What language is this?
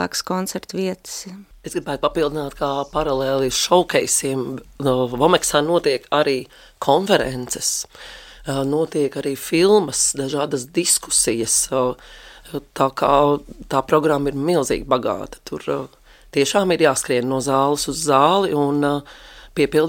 Latvian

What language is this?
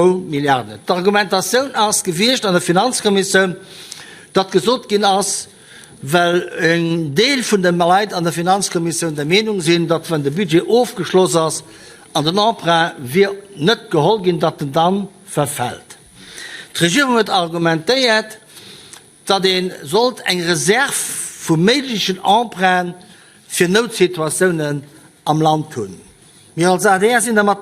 Luxembourgish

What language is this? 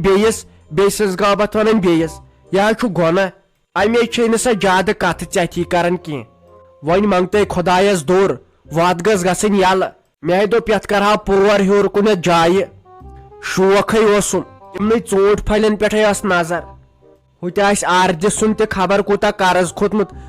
Kashmiri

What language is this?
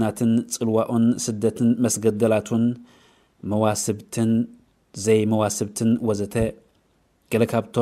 Tigrinya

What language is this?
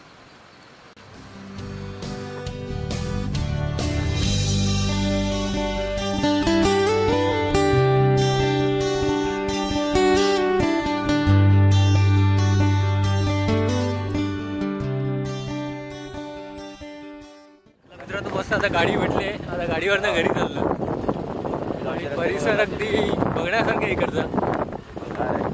Marathi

